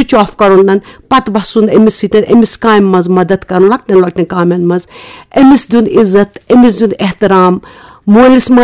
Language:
Kashmiri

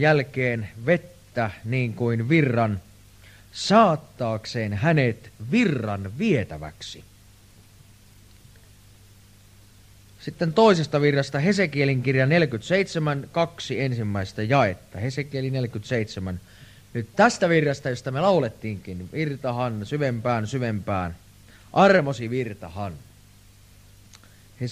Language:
Finnish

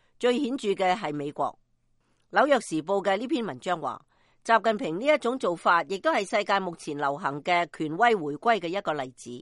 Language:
Cantonese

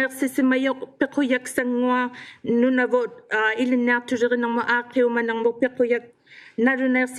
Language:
Inuktitut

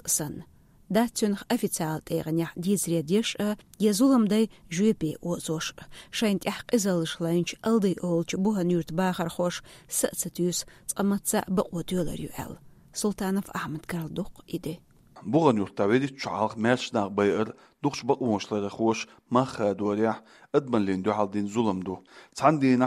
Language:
Chechen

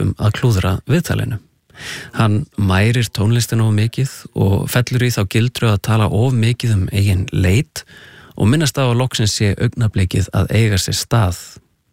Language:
Icelandic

